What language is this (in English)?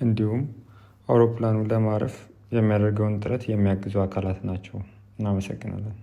Amharic